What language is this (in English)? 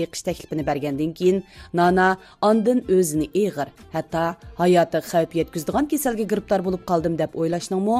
Uyghur